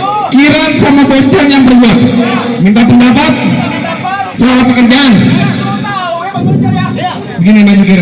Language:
Betawi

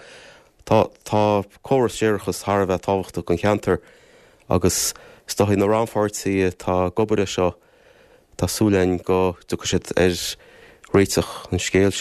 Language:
Irish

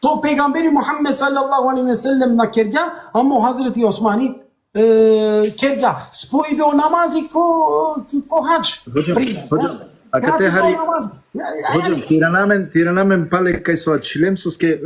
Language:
Balkan Romani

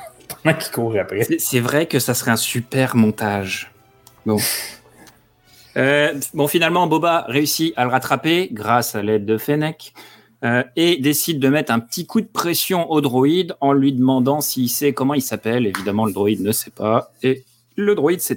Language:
French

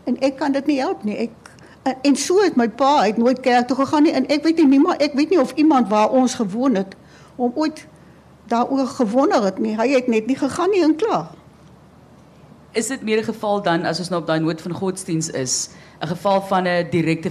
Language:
Afrikaans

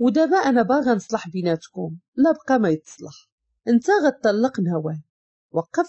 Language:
Moroccan Arabic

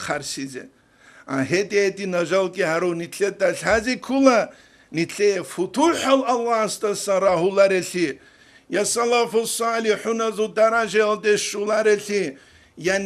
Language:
Avaric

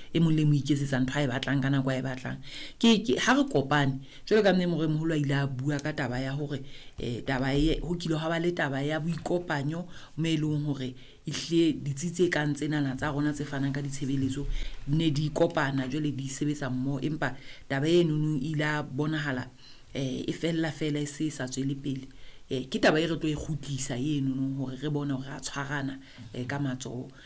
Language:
Southern Sotho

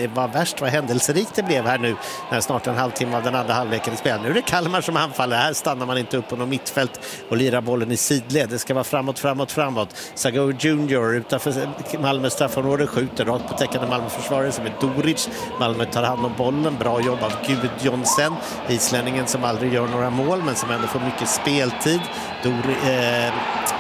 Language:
Swedish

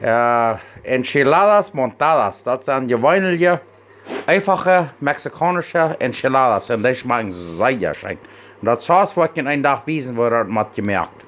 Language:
Plautdietsch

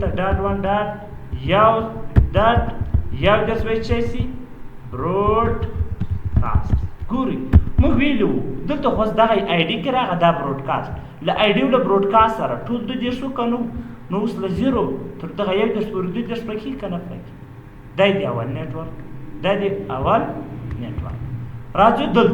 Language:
Pashto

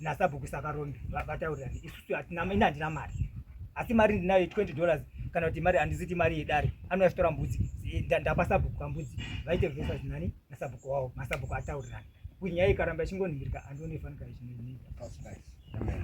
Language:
Shona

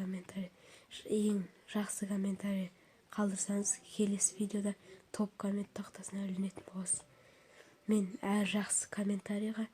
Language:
Kazakh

